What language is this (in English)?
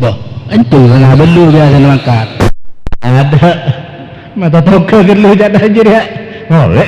Madurese